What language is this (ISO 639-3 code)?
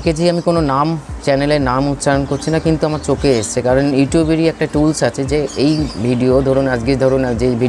ben